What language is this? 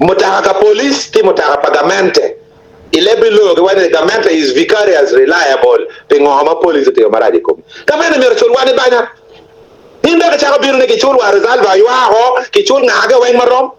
Acoli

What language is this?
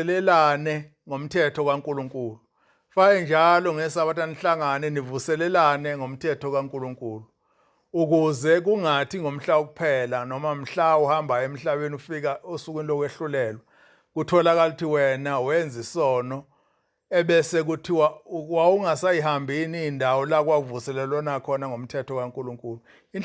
Zulu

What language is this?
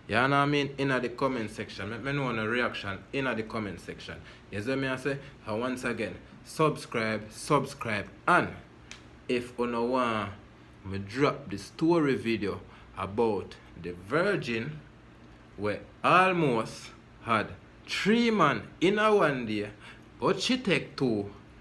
Jamaican Creole English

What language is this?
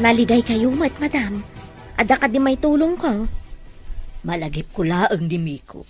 Iloko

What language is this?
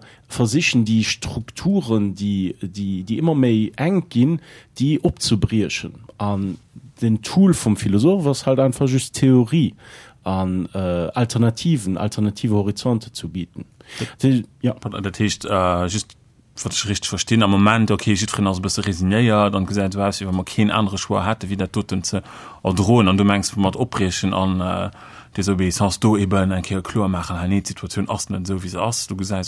Luxembourgish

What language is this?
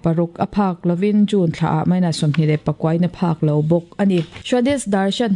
Mizo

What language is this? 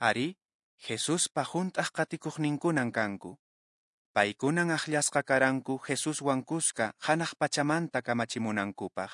Quechua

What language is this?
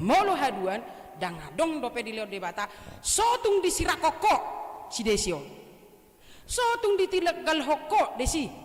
Batak Toba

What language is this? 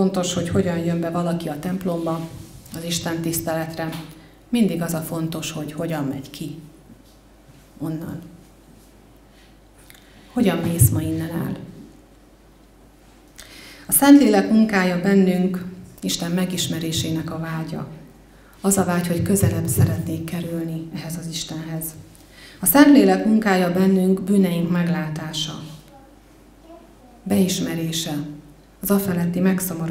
Hungarian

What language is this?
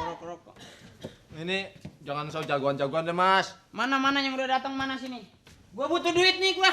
Betawi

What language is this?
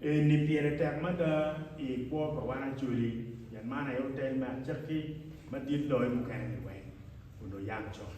Acoli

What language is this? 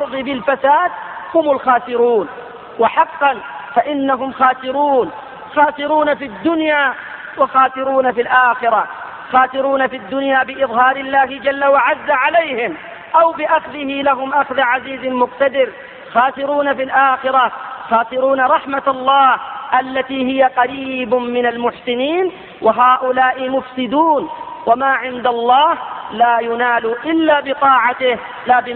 Arabic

